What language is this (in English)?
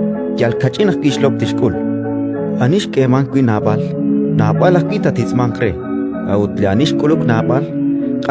Kekchí